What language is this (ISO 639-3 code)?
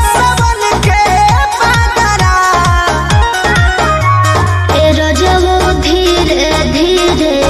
bho